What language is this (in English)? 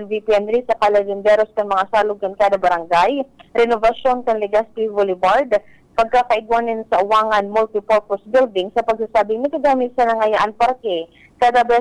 Bikol